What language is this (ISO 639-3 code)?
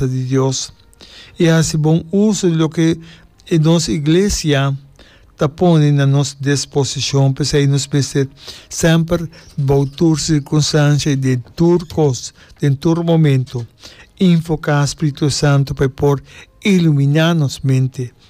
pap